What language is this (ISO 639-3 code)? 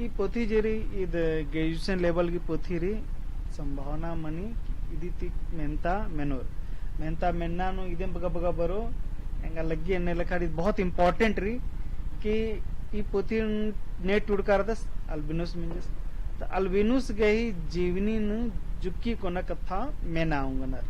kru